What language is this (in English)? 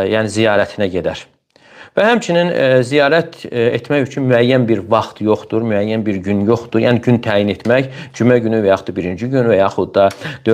Azerbaijani